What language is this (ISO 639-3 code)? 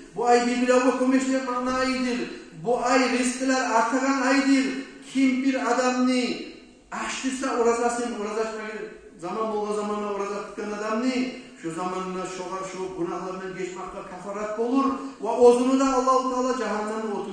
kum